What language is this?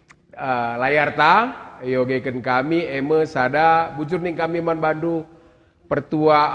Batak Karo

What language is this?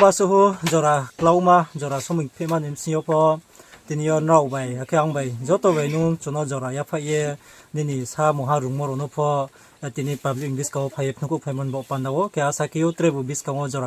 Riang (India)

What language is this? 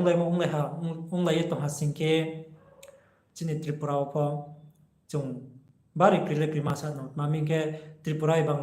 Riang (India)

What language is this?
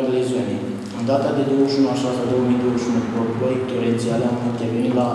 Romanian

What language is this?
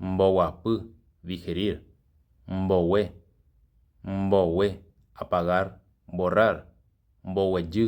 Guarani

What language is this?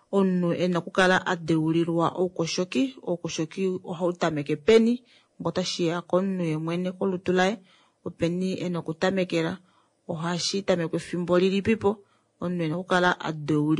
Kuanyama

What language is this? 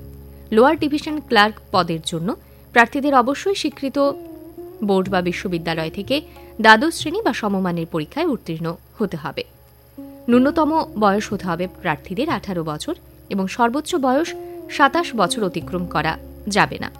Bangla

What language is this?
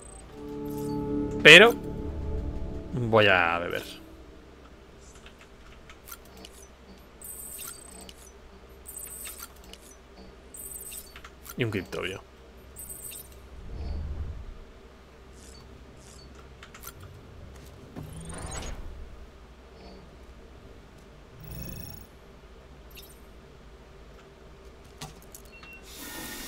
Spanish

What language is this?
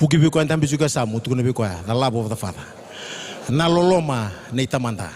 Fijian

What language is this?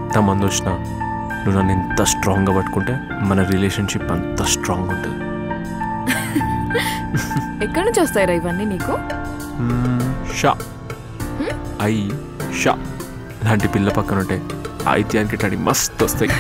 Telugu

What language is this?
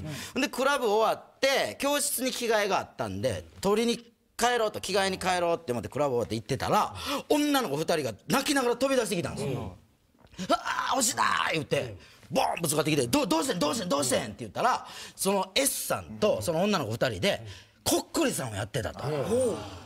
Japanese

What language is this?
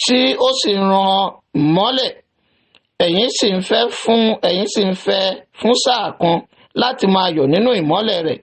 Yoruba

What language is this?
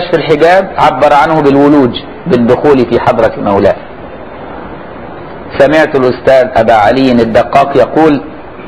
Arabic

